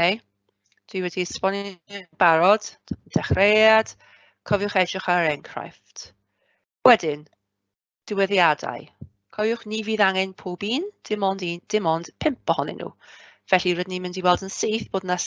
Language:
Welsh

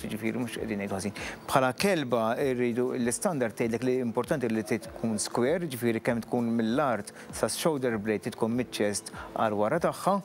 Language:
Maltese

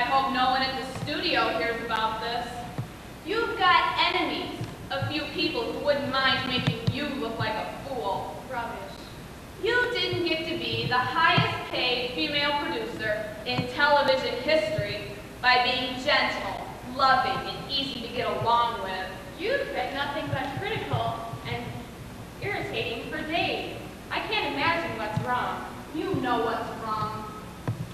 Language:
English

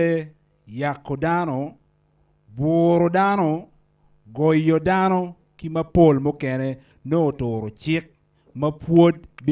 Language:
Acoli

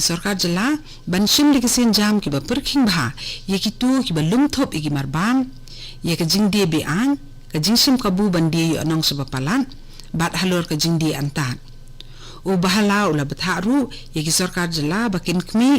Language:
Khasi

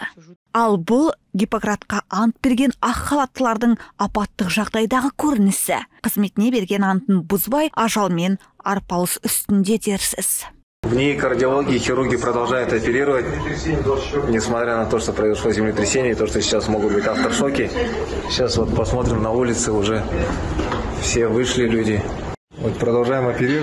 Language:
Kazakh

